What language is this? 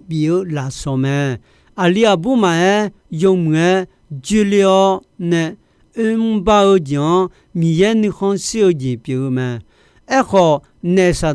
Akha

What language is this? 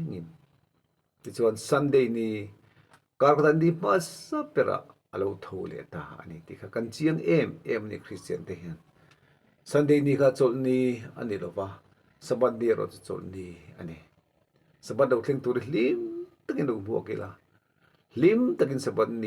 Mizo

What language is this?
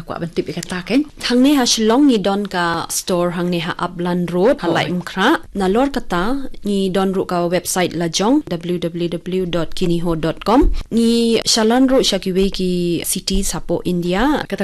Khasi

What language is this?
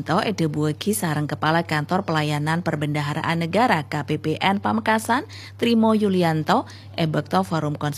Madurese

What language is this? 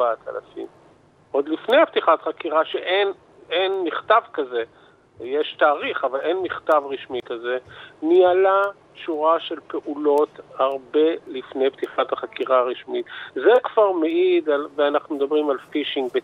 Hebrew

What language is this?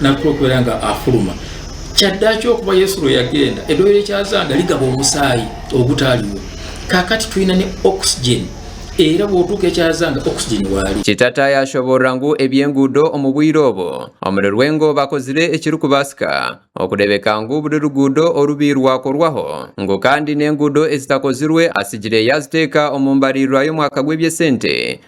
Nyankole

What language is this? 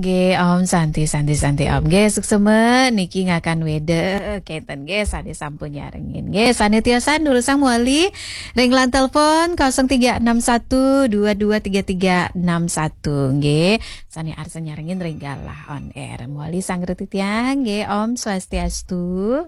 Balinese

